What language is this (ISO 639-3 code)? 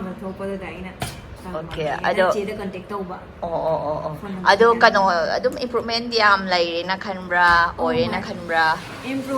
mni